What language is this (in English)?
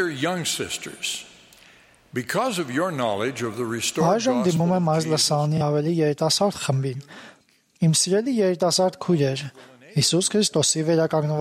Armenian